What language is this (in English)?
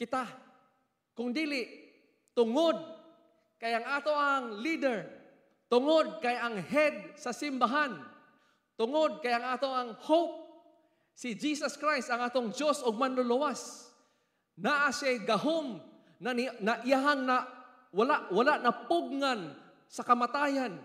Cebuano